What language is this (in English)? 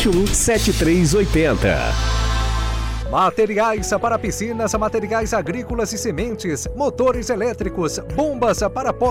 Portuguese